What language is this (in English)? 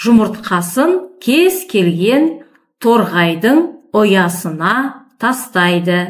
Kazakh